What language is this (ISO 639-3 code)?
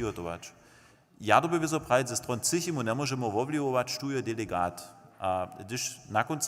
hsb